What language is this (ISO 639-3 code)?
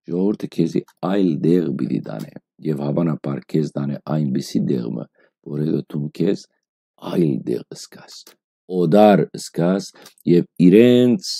hyw